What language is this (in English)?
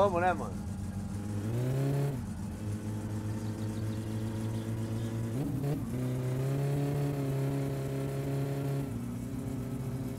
Portuguese